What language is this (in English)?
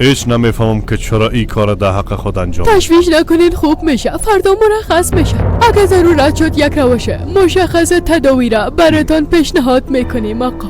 Persian